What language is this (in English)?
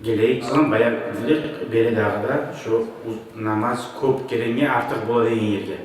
Kumyk